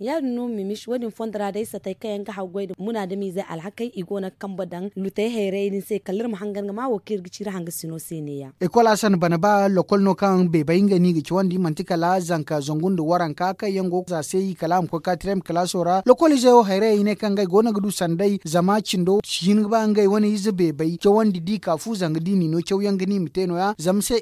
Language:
Zarma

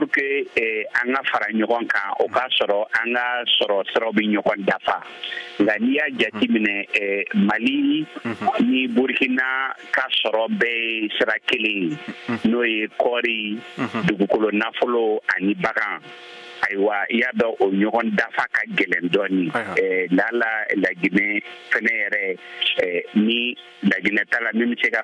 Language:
Bambara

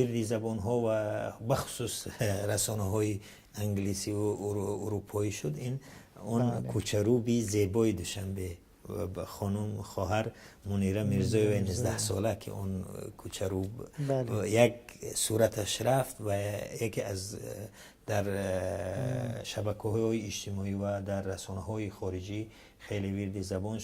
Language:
Tajik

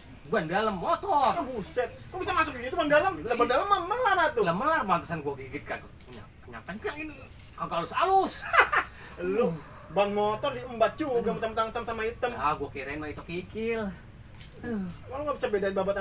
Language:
Betawi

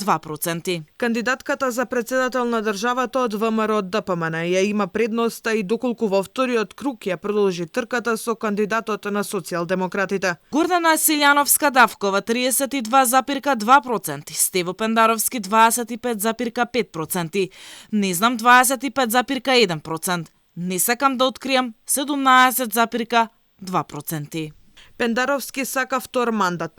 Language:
Macedonian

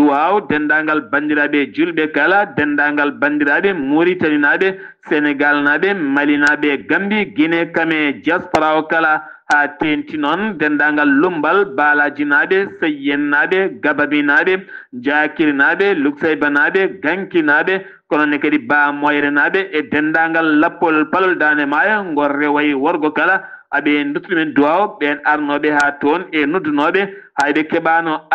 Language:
Fula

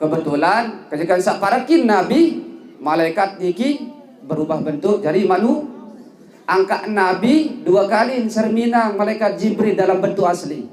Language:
Sasak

